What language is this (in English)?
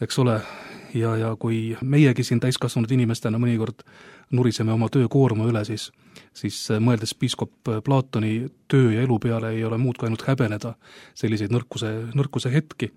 Estonian